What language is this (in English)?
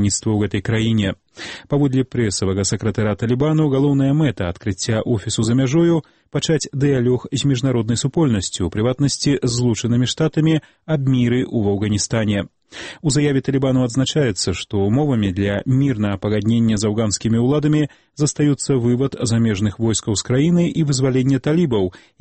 Belarusian